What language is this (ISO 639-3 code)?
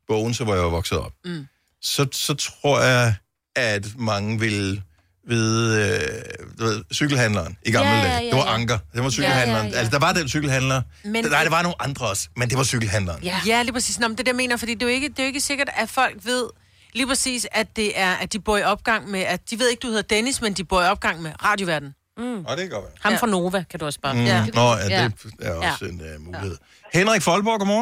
dan